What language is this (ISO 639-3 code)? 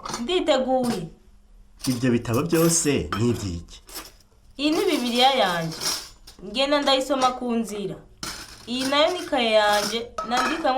run